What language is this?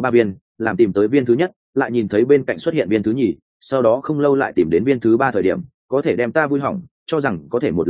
Vietnamese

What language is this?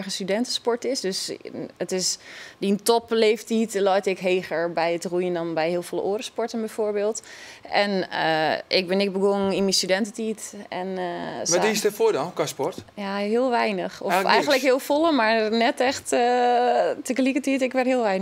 Western Frisian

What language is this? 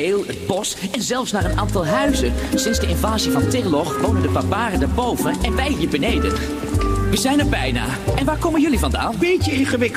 Dutch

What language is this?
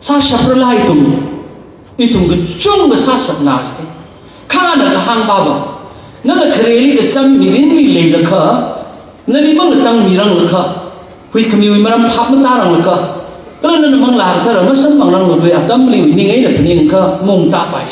Tangkhul Naga (India)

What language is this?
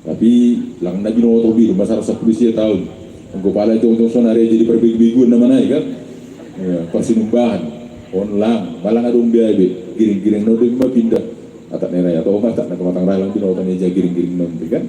Batak Simalungun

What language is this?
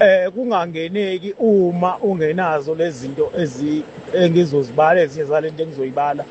Zulu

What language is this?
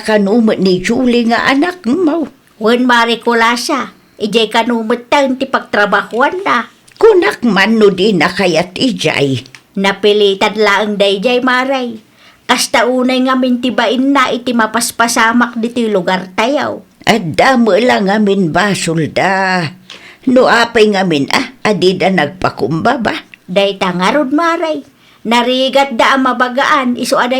Iloko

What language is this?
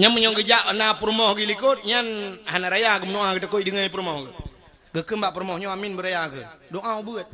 Achinese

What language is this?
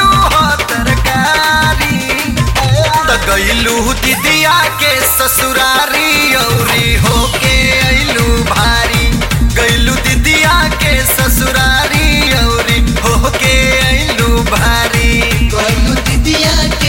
Bhojpuri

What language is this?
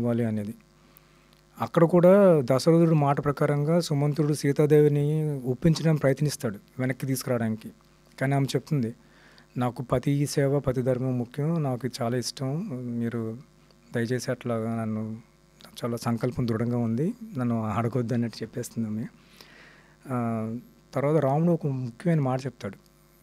Telugu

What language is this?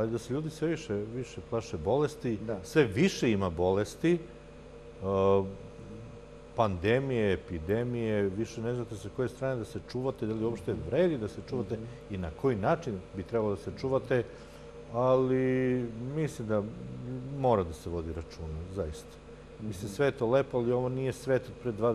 Serbian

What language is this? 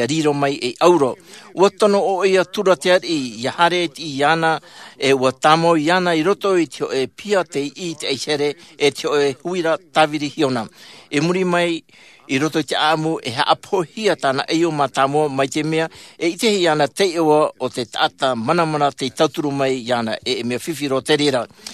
Tahitian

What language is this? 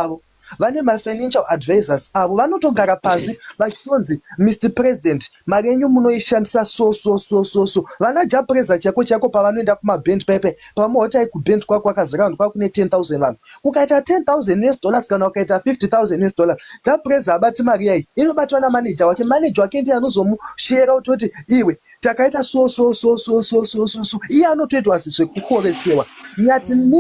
Shona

